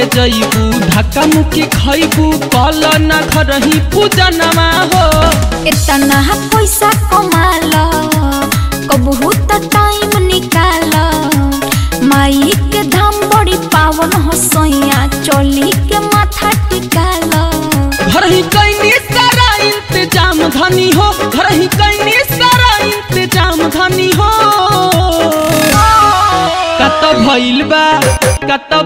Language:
Bhojpuri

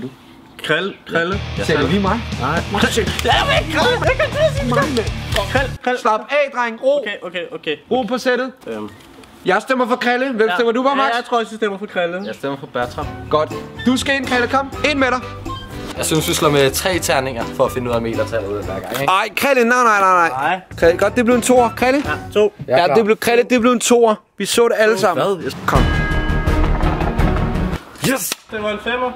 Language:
Danish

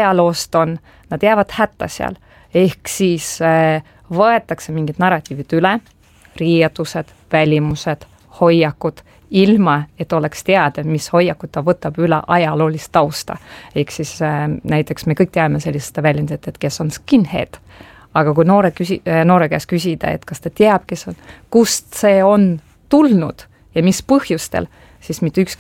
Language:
Estonian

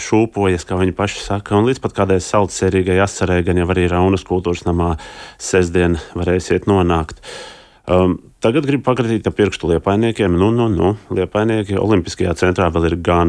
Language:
Latvian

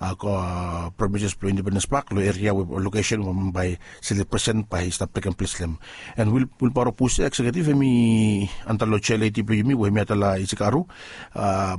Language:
Bislama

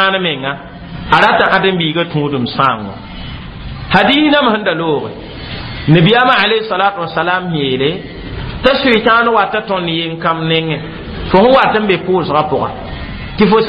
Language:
Mossi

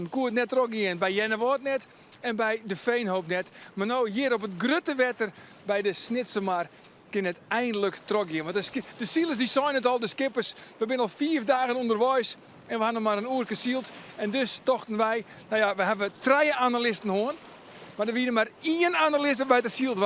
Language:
Western Frisian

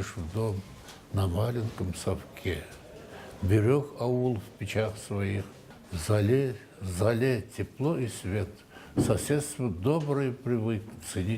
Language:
Bashkir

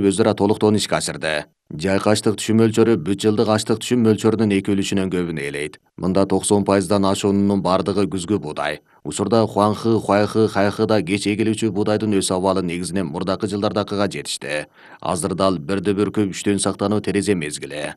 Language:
Kyrgyz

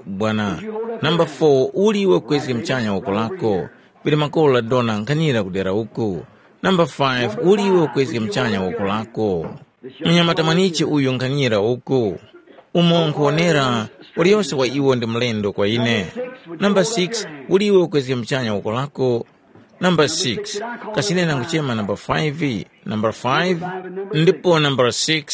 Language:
Tumbuka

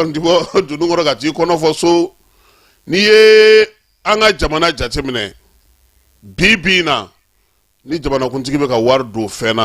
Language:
Bambara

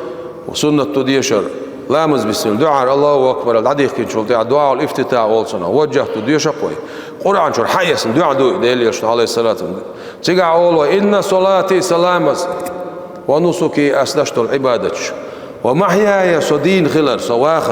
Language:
Chechen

